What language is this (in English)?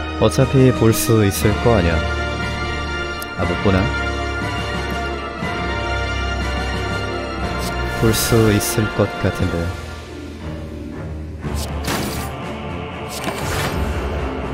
Korean